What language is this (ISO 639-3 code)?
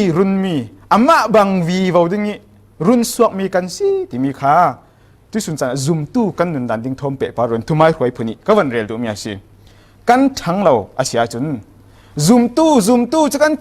cfm